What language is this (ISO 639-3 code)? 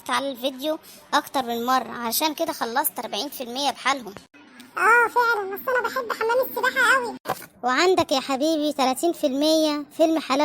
arz